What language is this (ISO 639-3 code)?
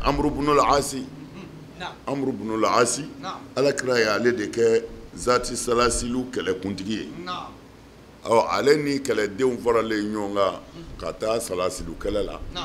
bam